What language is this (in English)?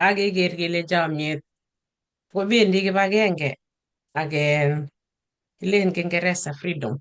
Kalenjin